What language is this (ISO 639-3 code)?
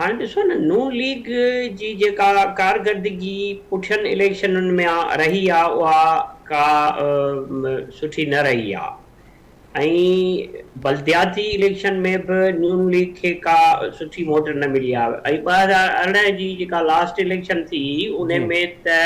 snd